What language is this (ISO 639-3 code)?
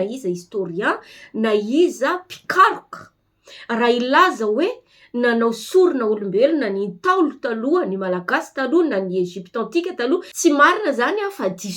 mlg